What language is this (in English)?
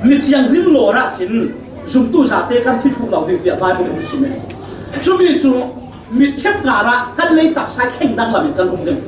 Falam Chin